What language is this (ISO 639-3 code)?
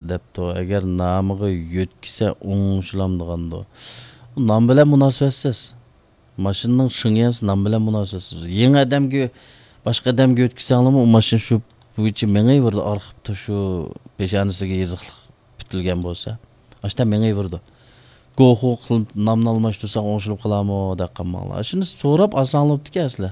uig